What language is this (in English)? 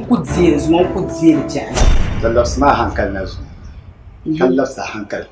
Dagbani